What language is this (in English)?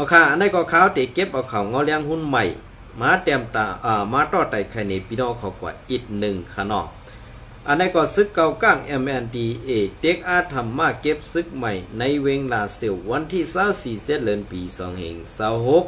Shan